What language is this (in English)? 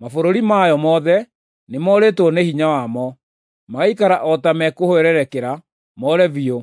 Kikuyu